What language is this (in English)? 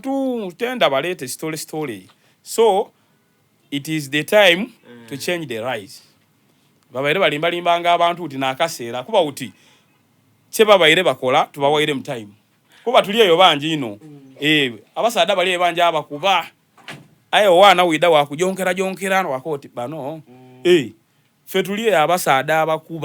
Soga